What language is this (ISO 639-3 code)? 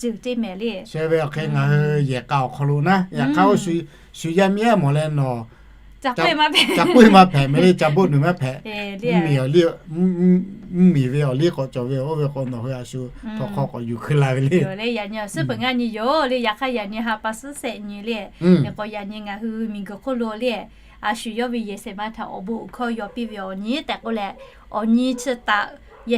lhu